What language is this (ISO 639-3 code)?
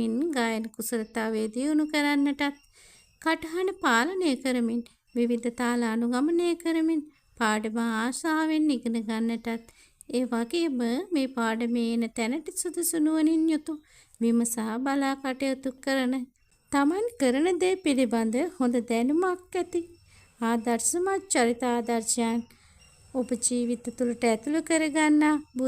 sin